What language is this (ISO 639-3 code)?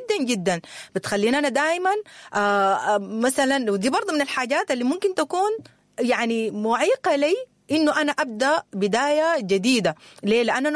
apd